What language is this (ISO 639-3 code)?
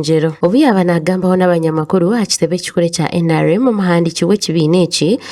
nyn